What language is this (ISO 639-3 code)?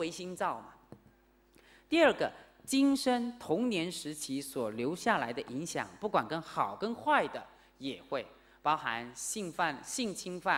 zho